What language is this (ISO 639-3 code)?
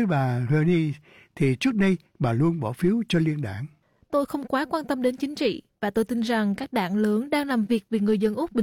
vie